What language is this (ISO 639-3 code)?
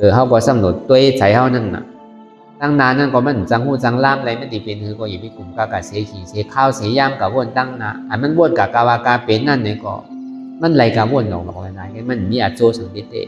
shn